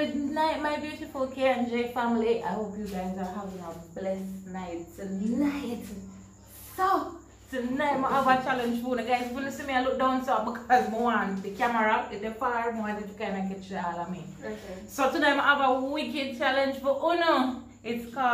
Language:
Jamaican Creole English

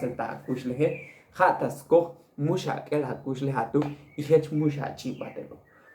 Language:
Tzotzil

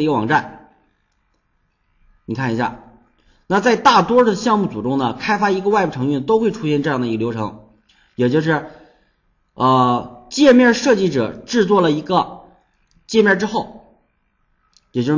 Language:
Chinese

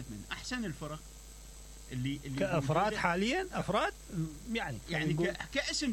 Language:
Mesopotamian Arabic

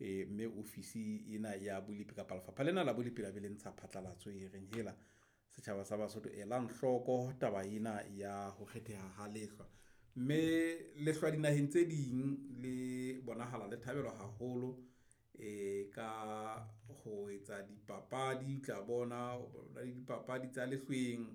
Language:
Southern Sotho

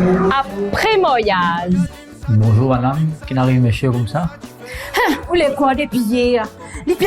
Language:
Morisyen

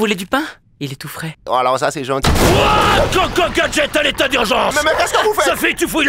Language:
French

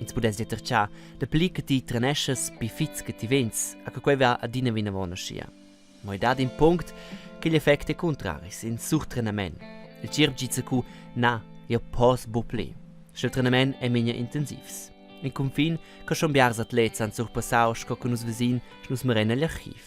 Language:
Romansh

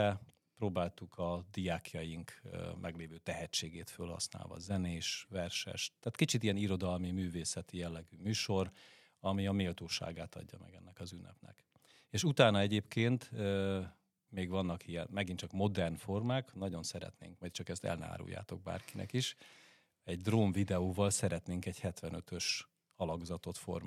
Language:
Hungarian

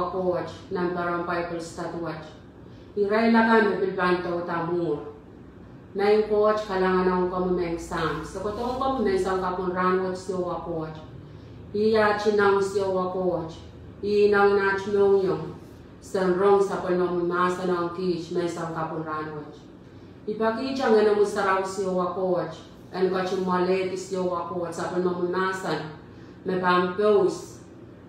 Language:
Pohnpeian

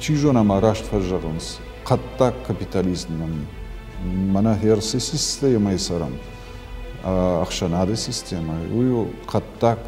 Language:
Ossetic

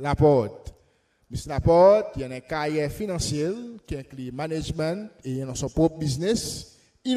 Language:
Seselwa Creole French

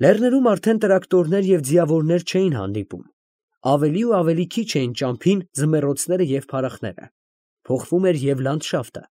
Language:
Armenian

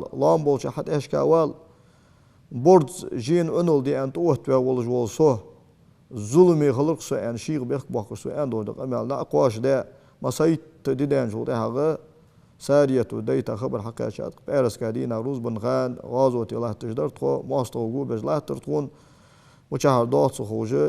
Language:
Ingush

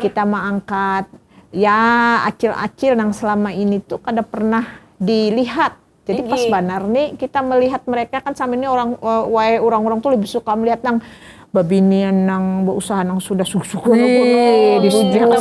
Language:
Banjar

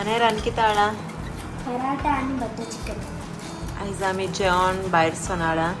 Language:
Konkani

